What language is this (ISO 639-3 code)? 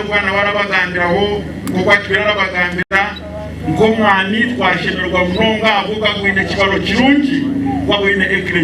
nyn